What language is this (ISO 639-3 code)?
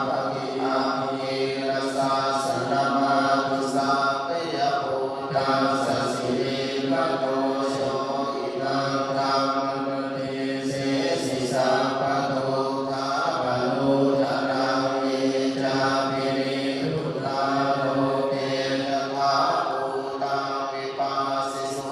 pli